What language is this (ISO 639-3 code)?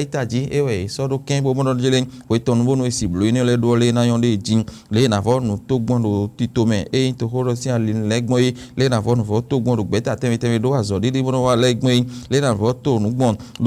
fon